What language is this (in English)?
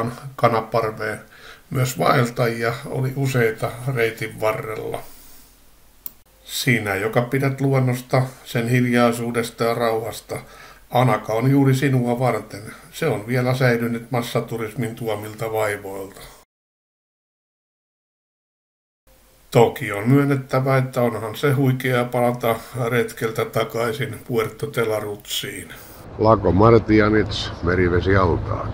Finnish